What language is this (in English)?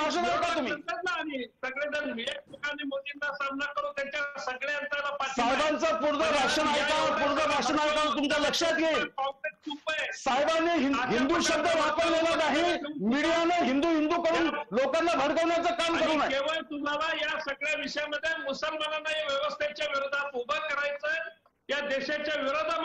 Marathi